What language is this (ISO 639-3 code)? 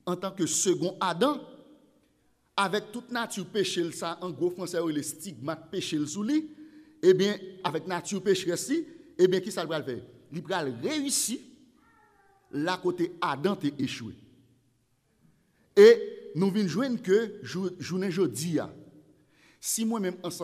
fra